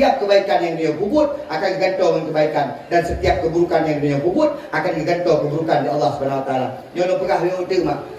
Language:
Achinese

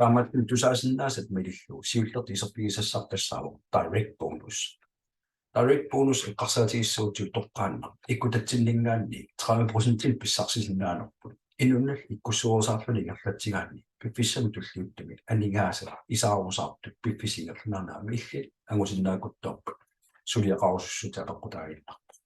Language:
Kalaallisut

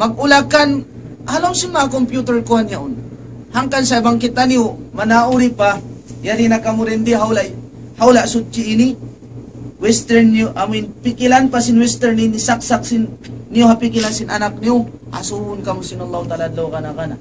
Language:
Tausug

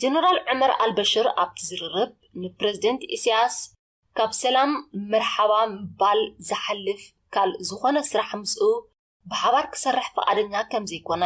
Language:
Tigrinya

